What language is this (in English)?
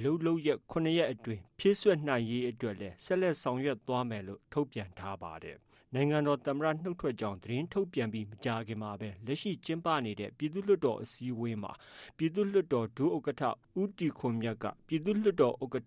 Burmese